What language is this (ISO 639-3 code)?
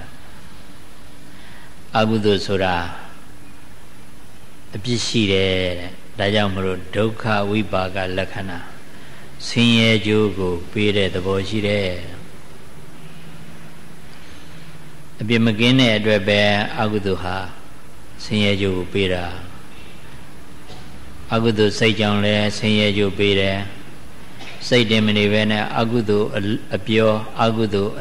mya